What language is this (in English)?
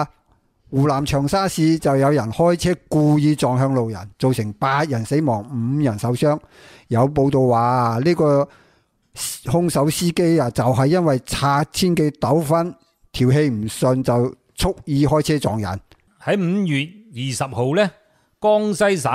Cantonese